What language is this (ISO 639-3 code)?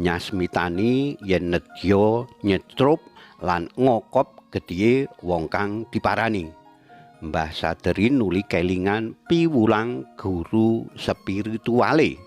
jav